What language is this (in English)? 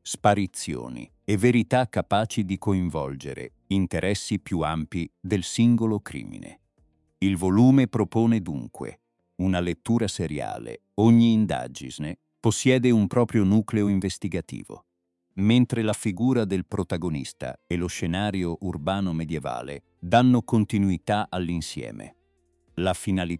Italian